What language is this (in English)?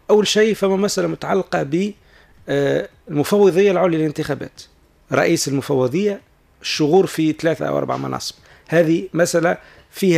Tunisian Arabic